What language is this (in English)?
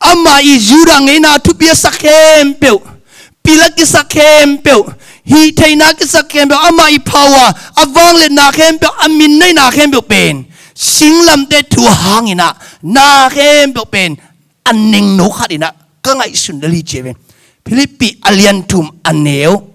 Tedim Chin